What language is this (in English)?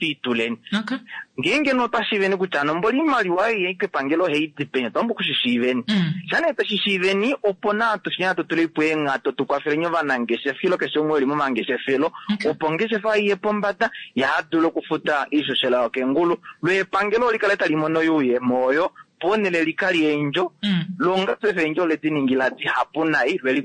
Kuanyama